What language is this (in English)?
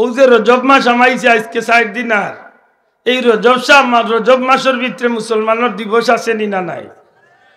Sylheti